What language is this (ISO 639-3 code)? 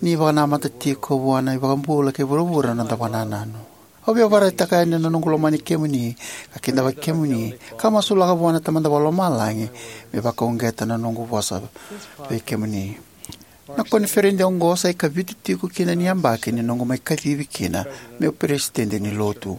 fij